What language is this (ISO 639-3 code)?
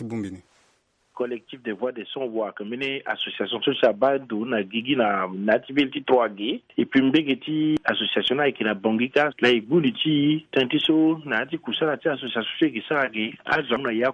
sag